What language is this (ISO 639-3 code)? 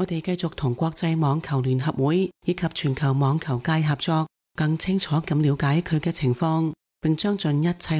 yue